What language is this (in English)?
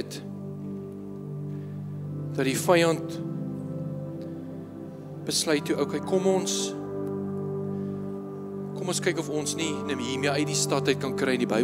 Afrikaans